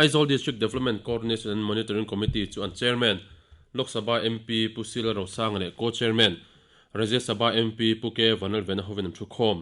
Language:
Mizo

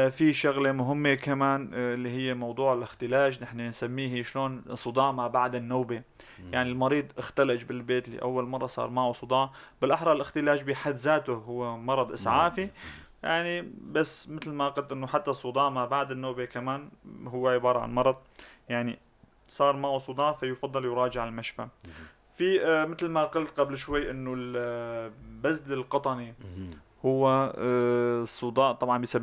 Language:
North Levantine Arabic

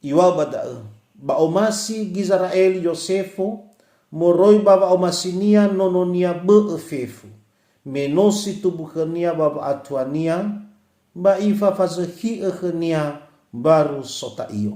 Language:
Nias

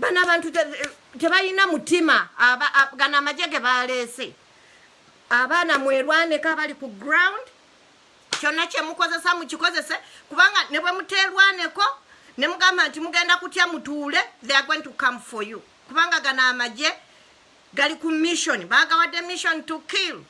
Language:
Ganda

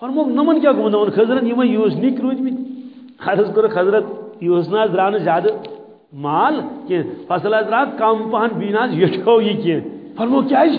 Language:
Kashmiri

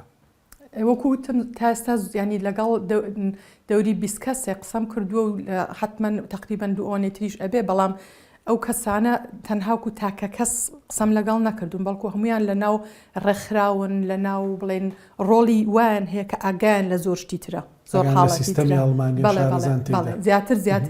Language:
Central Kurdish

